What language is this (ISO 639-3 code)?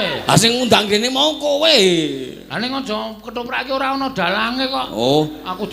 jav